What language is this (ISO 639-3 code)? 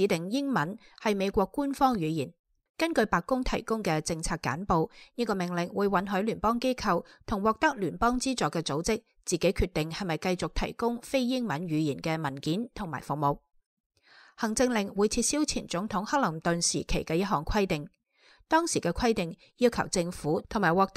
yue